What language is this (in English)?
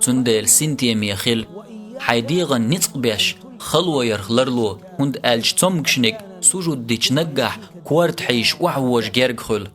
Chechen